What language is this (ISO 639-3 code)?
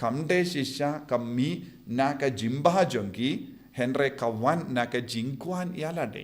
kha